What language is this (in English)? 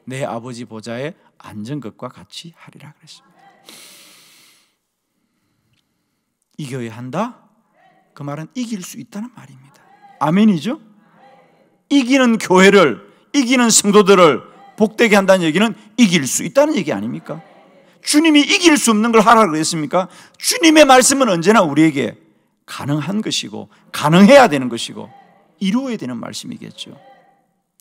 Korean